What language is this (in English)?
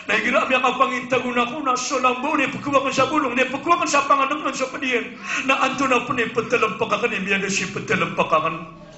Maranao